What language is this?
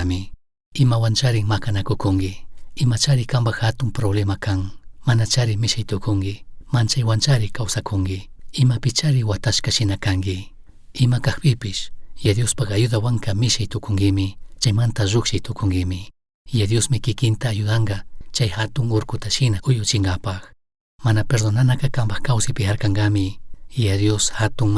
Chimborazo Highland Quichua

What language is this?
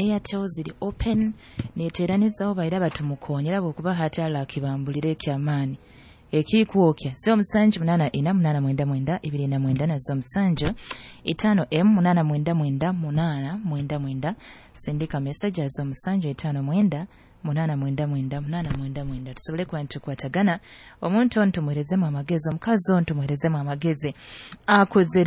Nyoro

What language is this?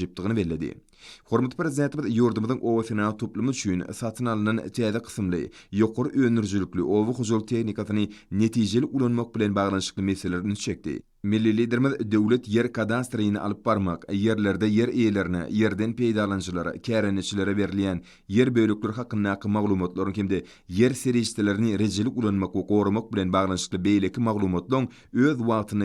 Turkmen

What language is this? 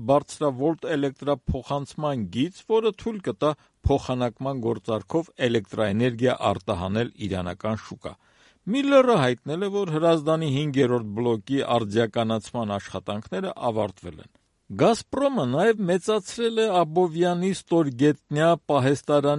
Armenian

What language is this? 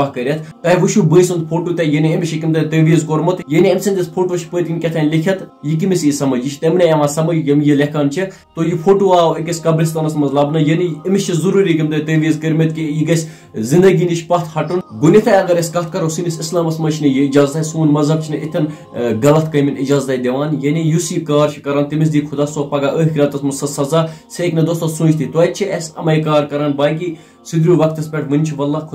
Kashmiri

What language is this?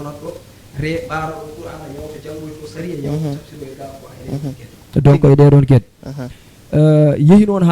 Fula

